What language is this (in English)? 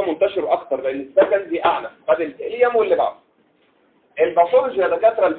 Egyptian Arabic